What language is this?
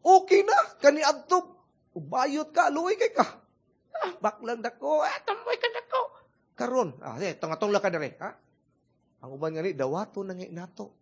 Cebuano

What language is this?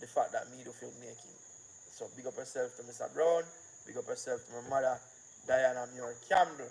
Jamaican Creole English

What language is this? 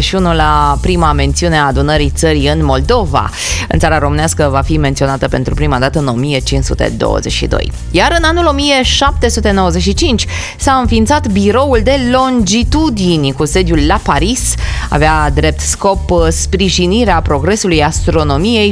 Romanian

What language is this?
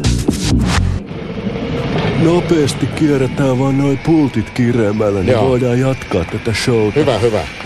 Finnish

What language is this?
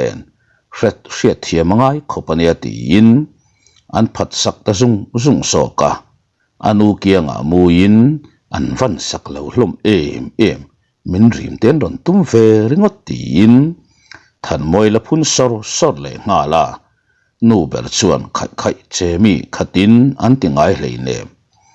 Mizo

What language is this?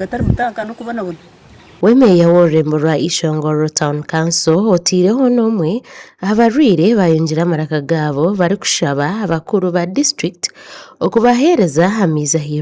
Nyankole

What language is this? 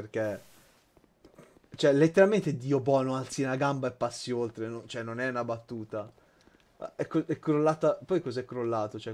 Italian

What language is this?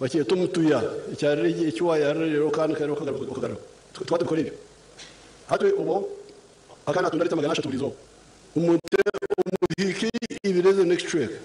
Nyankole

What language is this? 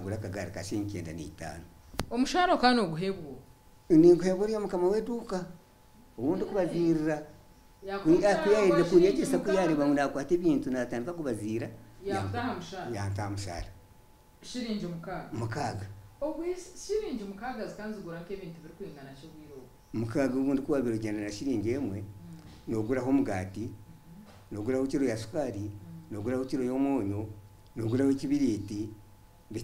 Nyankole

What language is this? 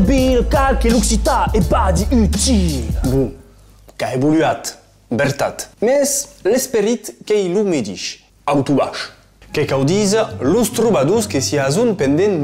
Occitan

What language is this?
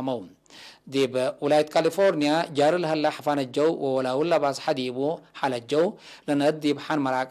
Tigre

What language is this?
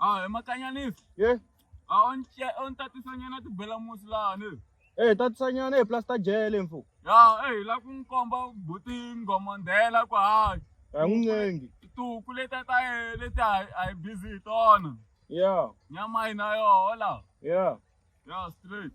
Tsonga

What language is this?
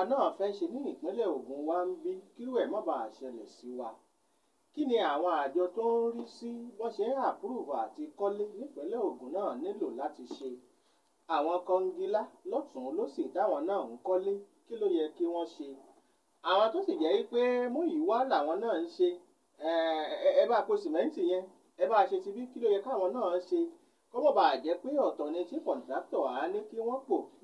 Yoruba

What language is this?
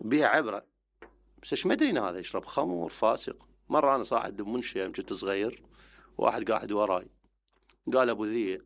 Mesopotamian Arabic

